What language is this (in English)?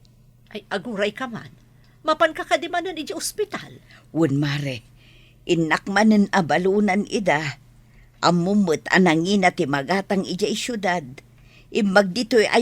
Iloko